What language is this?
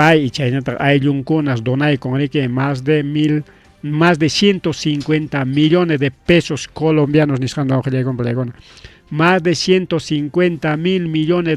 Ayacucho Quechua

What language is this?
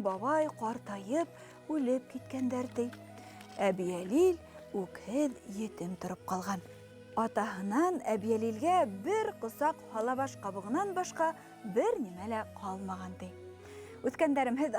Bashkir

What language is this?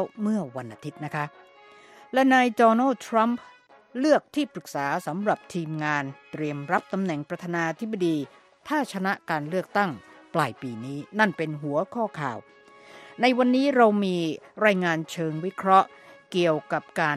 Thai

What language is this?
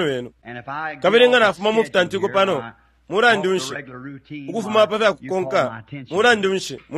Bemba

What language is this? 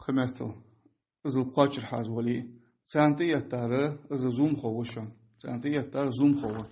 Ingush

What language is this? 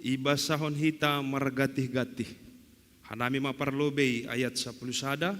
Batak Simalungun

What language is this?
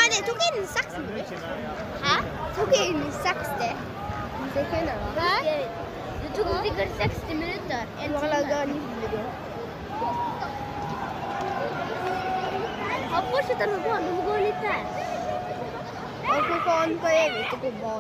Norwegian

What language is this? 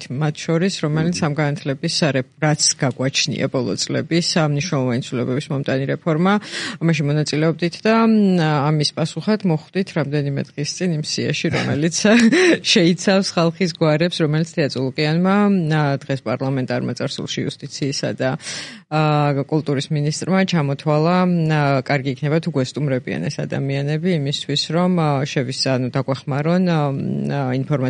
Georgian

